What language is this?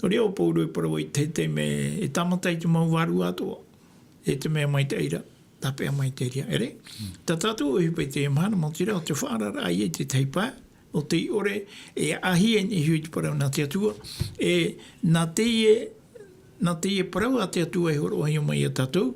Tahitian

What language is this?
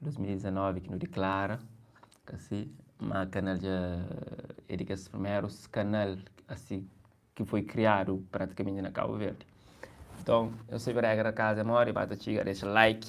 Kabuverdianu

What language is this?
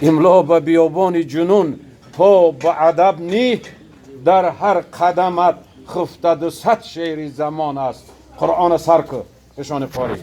Tajik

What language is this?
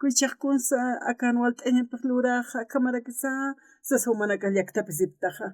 Aymara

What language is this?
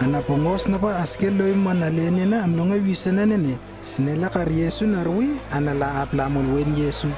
Lewo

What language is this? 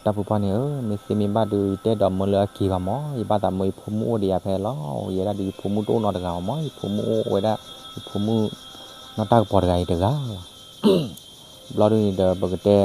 S'gaw Karen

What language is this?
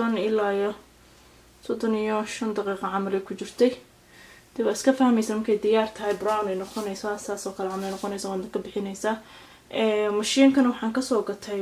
Somali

